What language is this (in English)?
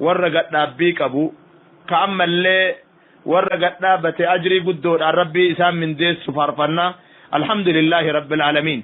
Oromo